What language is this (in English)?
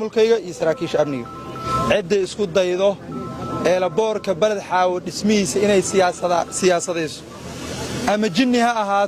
Somali